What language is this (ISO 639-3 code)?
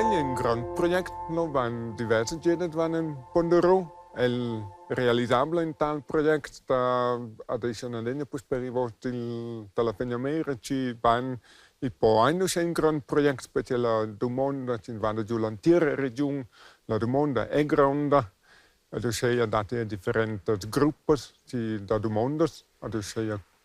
roh